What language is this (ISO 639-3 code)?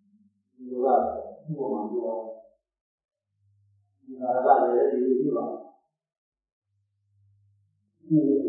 mya